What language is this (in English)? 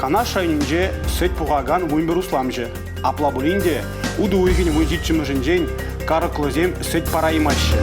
Chuvash